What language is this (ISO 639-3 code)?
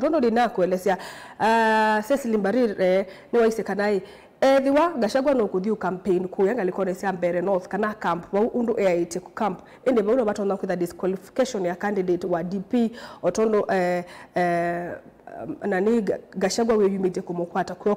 kam